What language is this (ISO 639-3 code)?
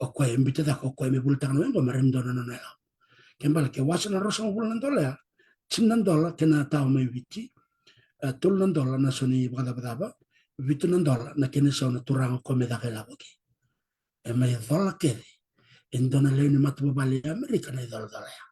fij